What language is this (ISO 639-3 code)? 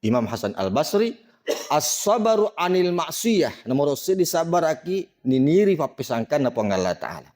bug